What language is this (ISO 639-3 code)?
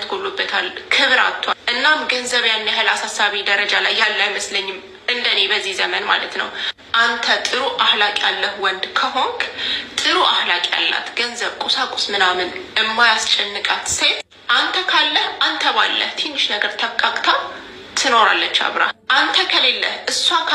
amh